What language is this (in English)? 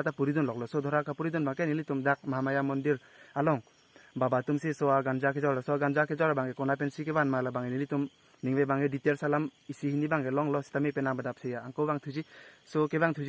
Karbi